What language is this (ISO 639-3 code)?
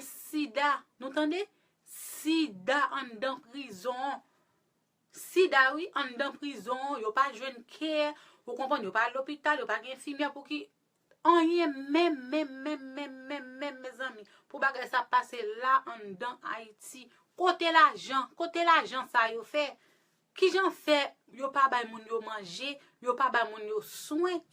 hat